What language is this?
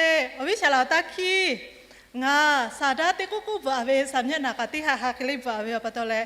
Lahu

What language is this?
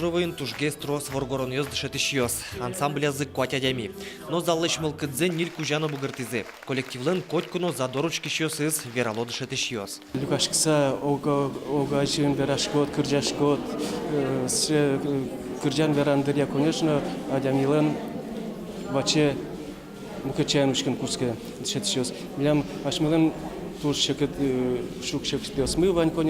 Udmurt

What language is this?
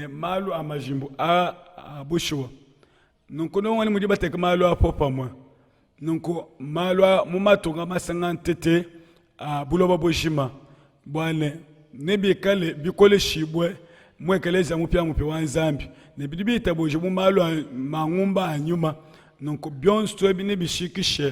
Luba-Lulua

